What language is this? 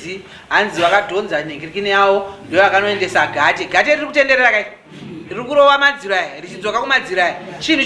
Shona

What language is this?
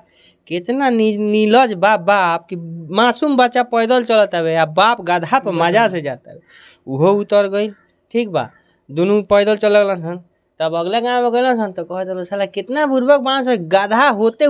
Bhojpuri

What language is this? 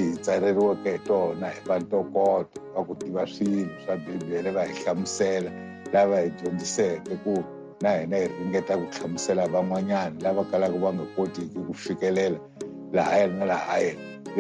Tsonga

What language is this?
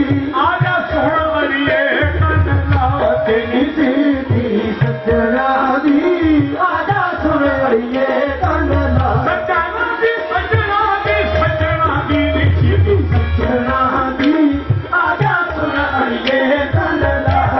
Punjabi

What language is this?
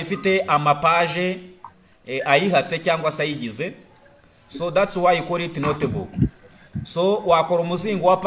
Kinyarwanda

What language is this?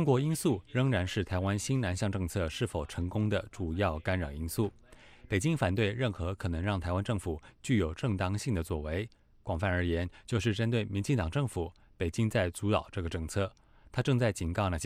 Chinese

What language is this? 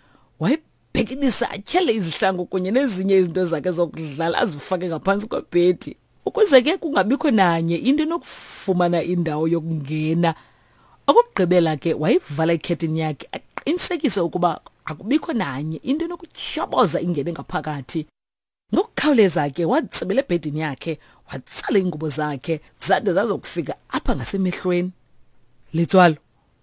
Xhosa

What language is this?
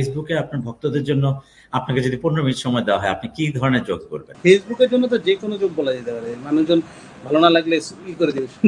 Bangla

